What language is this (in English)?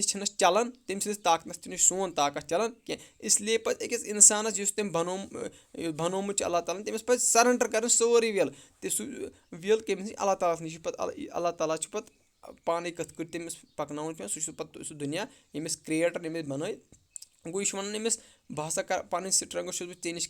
Kashmiri